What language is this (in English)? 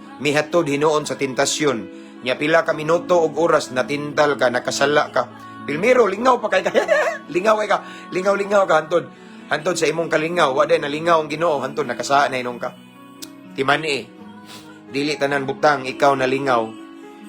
Cebuano